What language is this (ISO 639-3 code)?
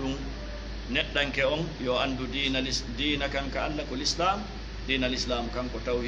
ful